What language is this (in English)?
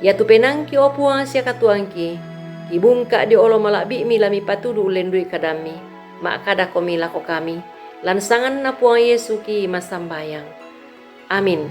Toraja-Sa'dan